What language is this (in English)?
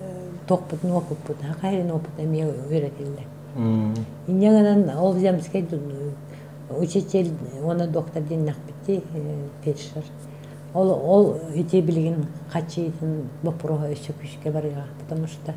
Yakut